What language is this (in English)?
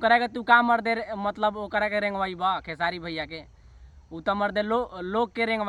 Bhojpuri